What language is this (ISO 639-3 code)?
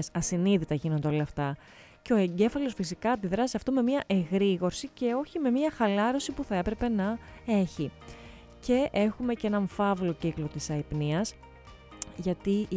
ell